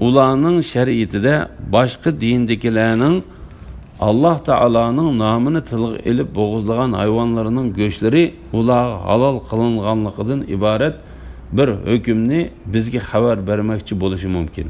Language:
Uyghur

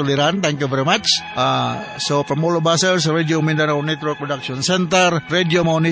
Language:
Cebuano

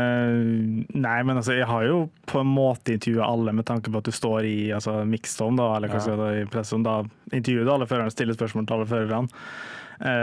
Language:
Norwegian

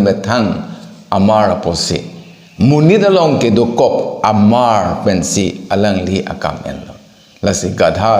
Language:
Karbi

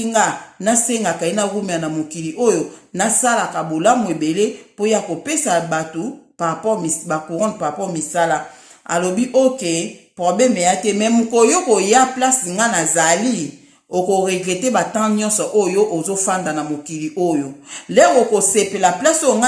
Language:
Lingala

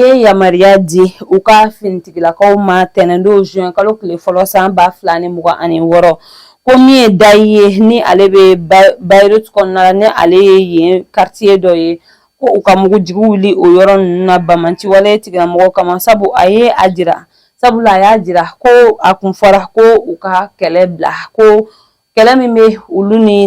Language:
Bambara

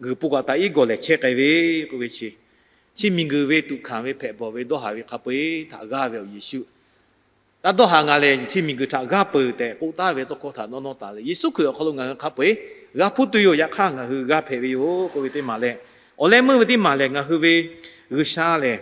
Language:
Lahu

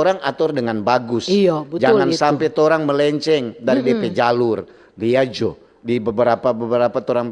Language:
Manado Malay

